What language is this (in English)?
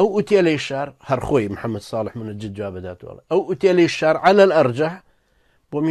Central Kurdish